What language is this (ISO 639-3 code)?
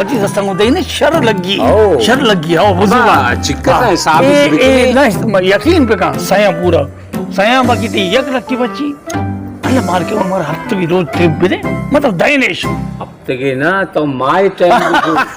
bal